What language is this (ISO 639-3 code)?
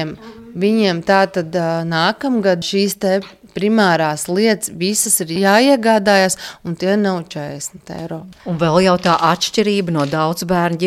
lav